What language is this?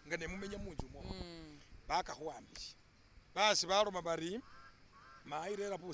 Masaaba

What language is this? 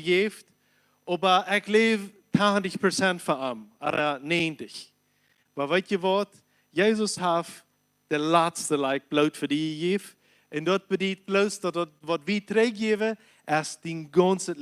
Plautdietsch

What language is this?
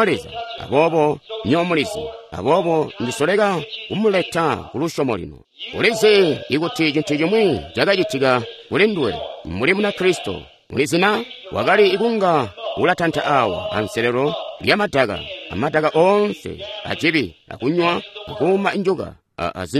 Tonga (Zambia)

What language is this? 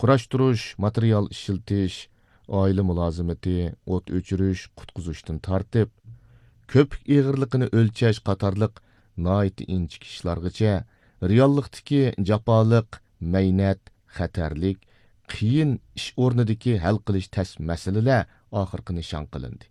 Uyghur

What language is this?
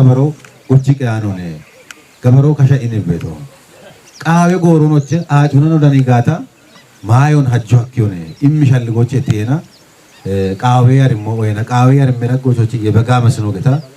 Kafa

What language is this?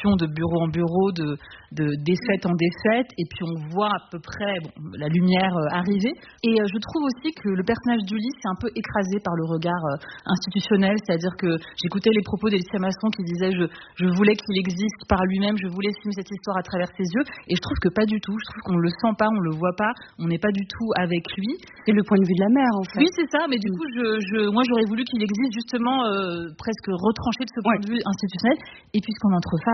French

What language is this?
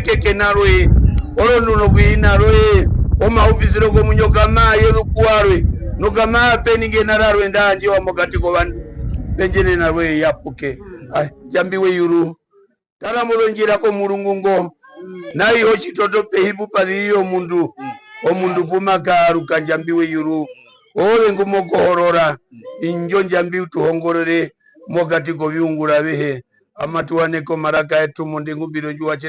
Herero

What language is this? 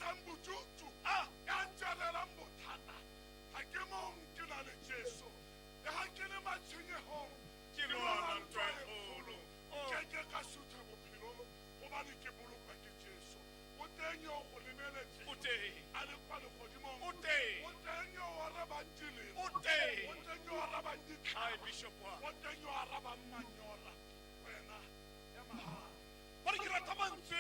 Tswana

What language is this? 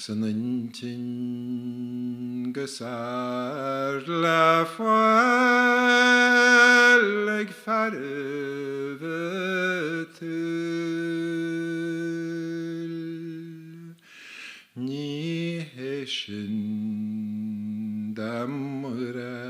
Irish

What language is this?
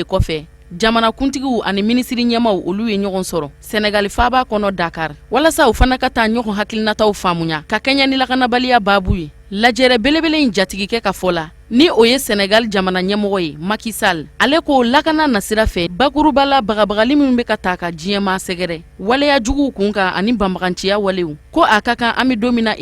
Bambara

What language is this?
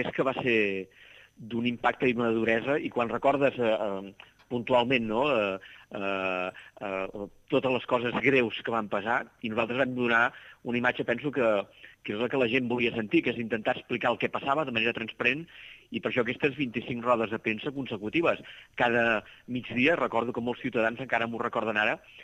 Catalan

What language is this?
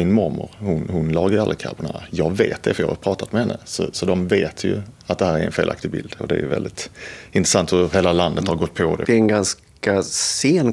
Swedish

